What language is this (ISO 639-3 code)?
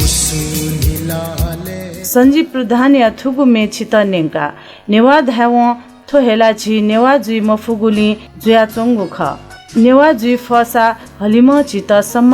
new